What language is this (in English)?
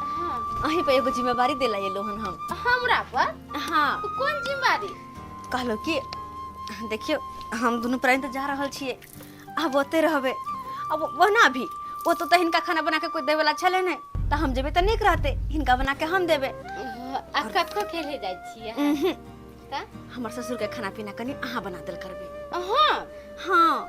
Maithili